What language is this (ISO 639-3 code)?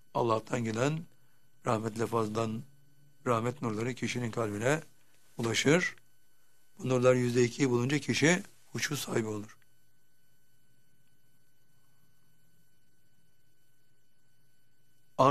tur